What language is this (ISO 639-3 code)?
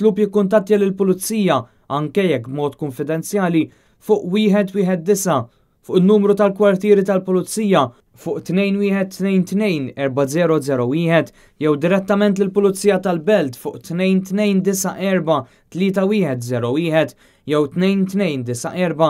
mlt